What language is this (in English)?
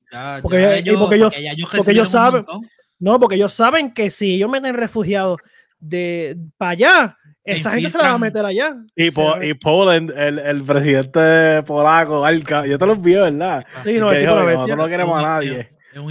Spanish